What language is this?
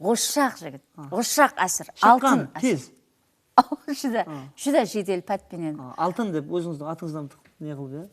Kara-Kalpak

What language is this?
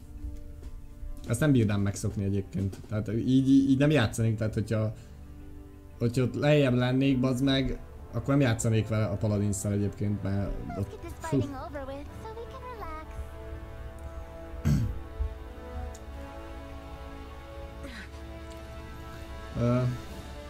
Hungarian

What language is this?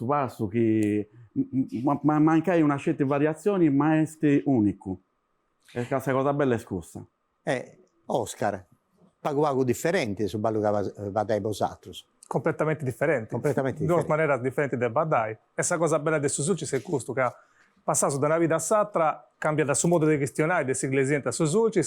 Sardinian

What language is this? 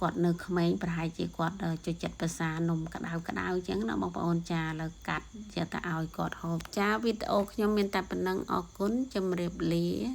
Khmer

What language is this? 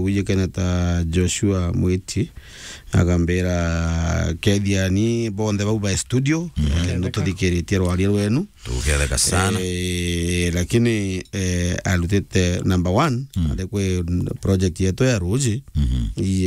Meru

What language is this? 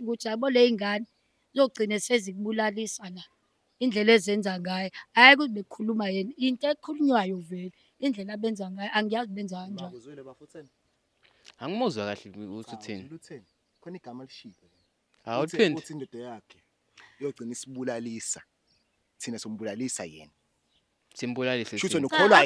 Zulu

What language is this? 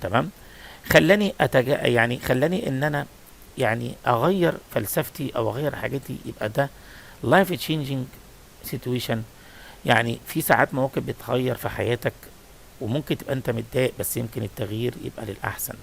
Egyptian Arabic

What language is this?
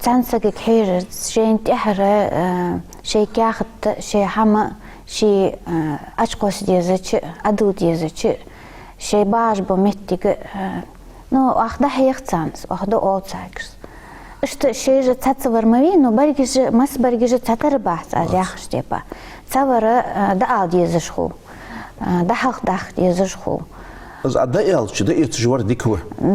Ingush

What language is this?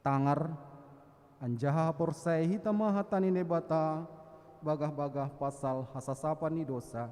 Batak Simalungun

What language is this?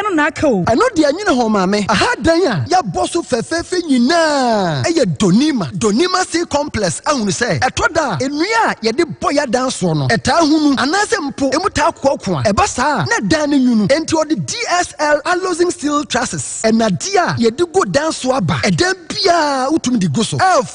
Akan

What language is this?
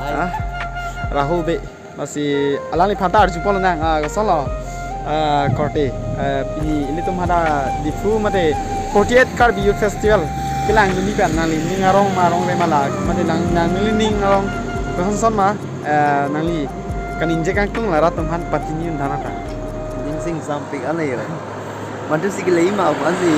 Karbi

